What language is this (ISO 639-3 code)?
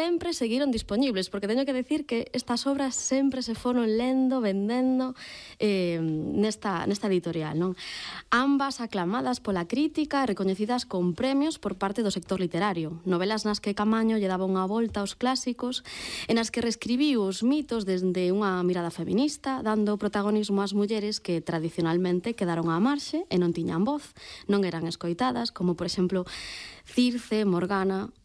glg